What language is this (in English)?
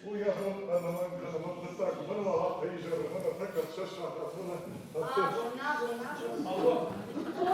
Ossetic